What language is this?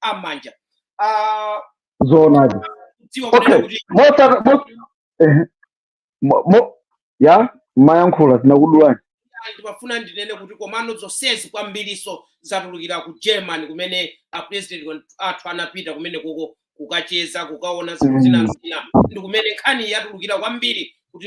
Nyanja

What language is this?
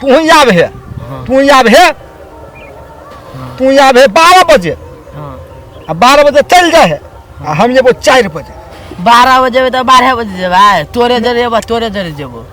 Maithili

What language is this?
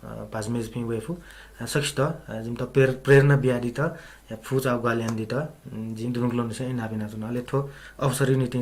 Newari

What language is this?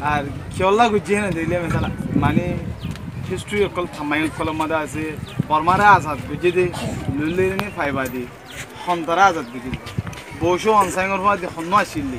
Rohingya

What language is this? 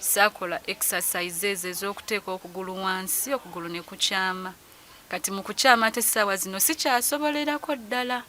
Ganda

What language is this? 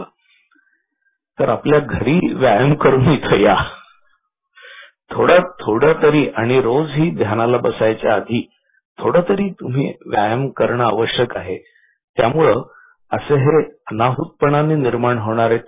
Marathi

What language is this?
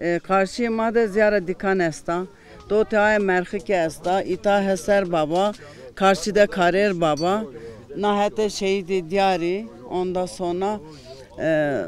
Zaza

